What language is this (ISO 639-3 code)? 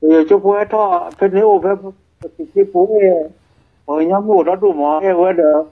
ksw